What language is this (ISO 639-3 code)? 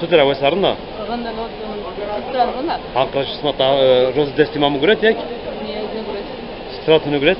zza